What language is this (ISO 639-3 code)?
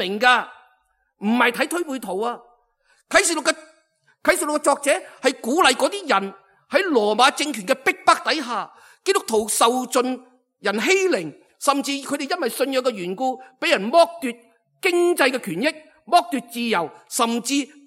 yue